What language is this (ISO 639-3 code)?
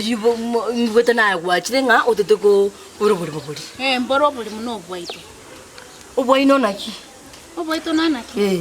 guz